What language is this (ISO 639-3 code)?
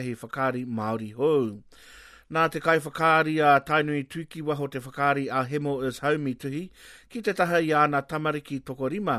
mri